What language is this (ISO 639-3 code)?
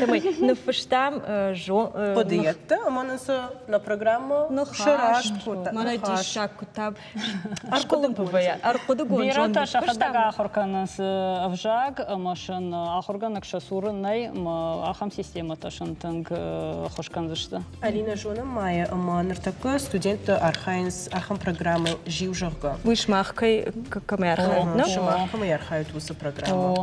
oss